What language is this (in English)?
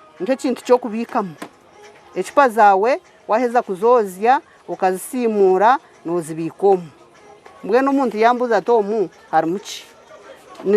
Nyankole